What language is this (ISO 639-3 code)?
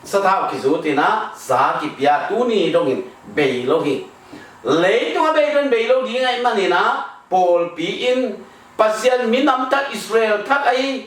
ctd